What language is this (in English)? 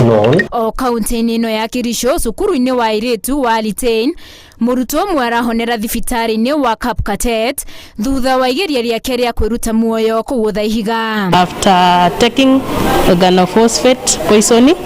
Kikuyu